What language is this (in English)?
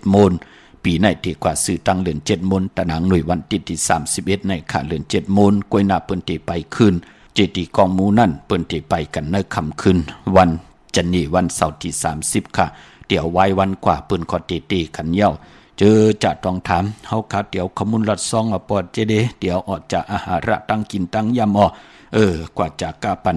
Shan